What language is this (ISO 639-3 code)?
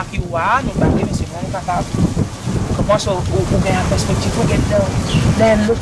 crs